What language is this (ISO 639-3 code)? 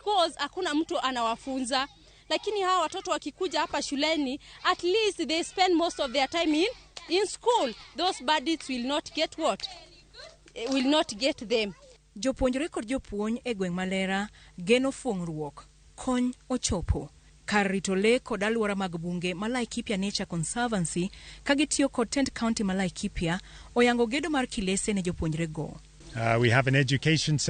luo